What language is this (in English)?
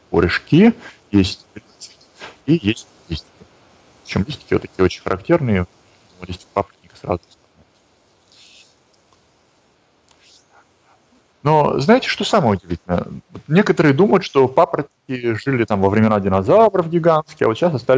Russian